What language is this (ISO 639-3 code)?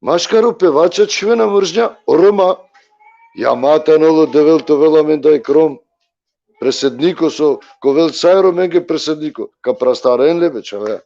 rmn